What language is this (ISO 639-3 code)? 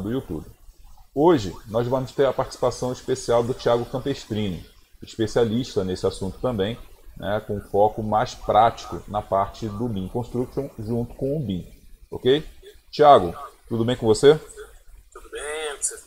por